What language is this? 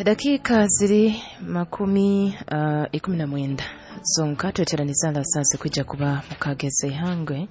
Nyoro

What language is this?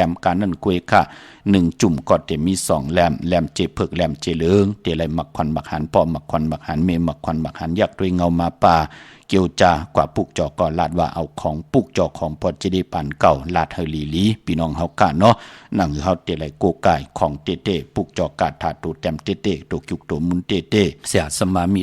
Shan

